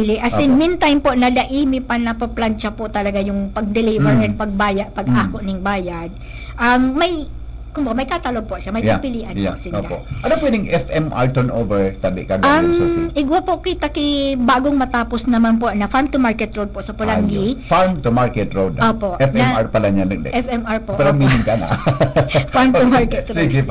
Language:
Bikol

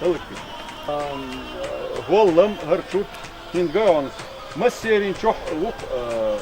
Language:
Chechen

